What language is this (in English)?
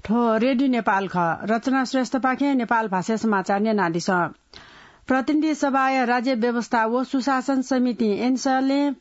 Newari